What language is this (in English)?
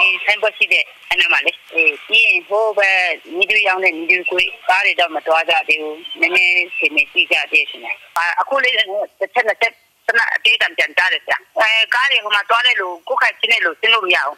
Burmese